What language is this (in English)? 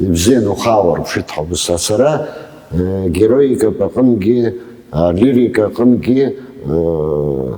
Abkhazian